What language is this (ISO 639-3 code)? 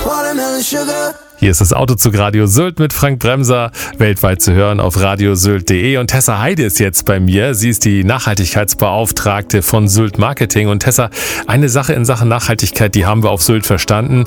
deu